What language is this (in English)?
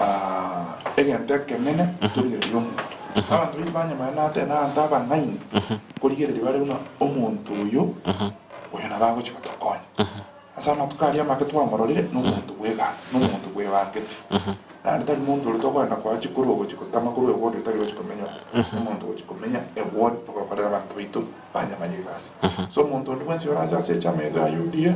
Gusii